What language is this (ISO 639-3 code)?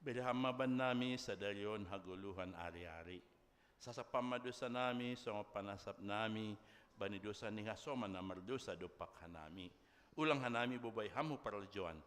bts